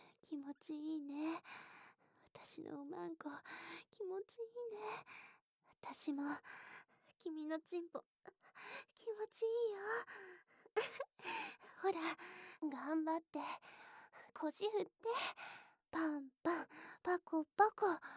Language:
Japanese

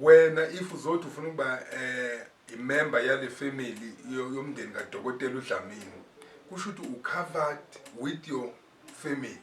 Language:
Zulu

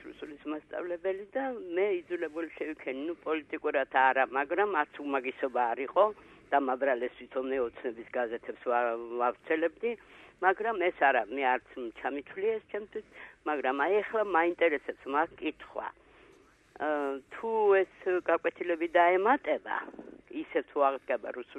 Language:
Georgian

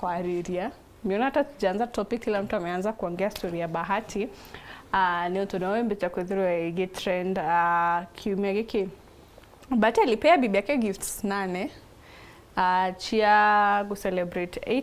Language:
Meru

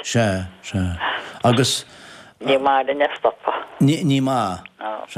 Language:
Irish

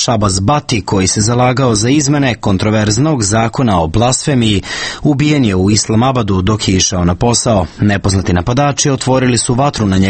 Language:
Serbian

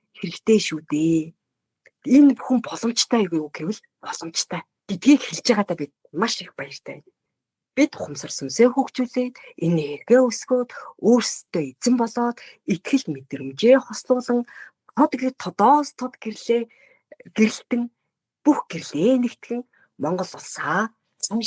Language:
Mongolian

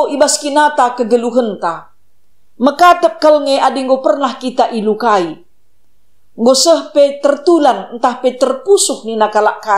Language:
Batak Karo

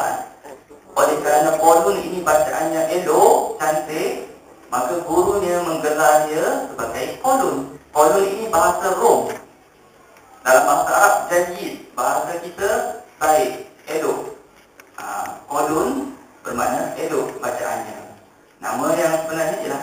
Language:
Malay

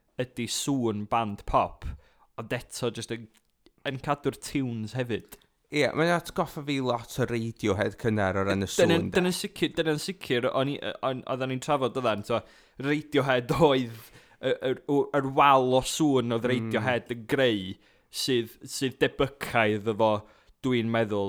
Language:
Welsh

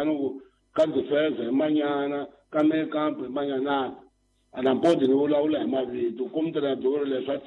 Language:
Tsonga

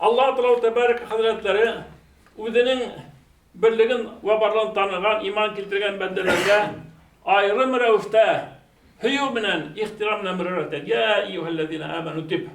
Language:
Bashkir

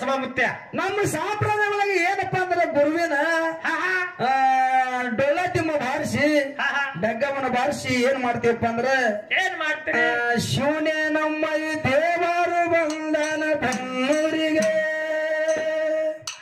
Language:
Kannada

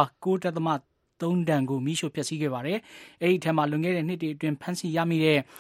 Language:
Burmese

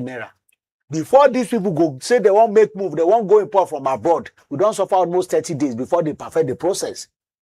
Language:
Nigerian Pidgin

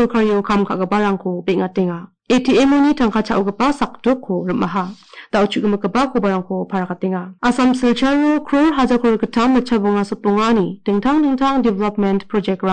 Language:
Garo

